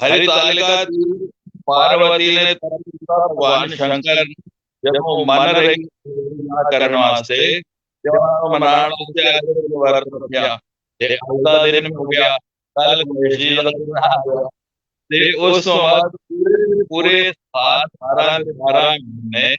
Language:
Dogri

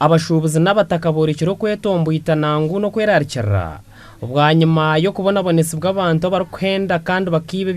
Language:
Nyankole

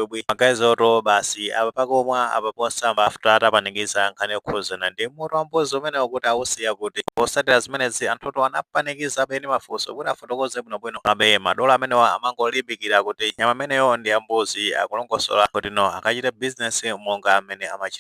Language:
Nyanja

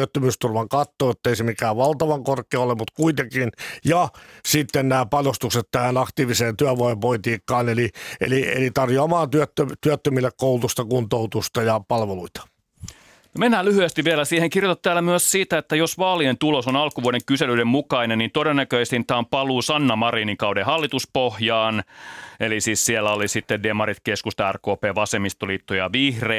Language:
Finnish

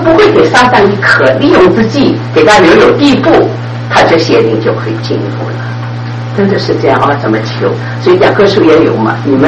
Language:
Chinese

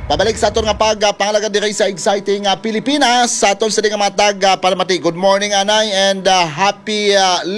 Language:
Hiligaynon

